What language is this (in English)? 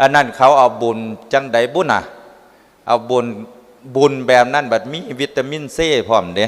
Northeastern Thai